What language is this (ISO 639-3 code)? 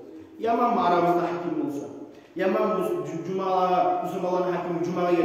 kum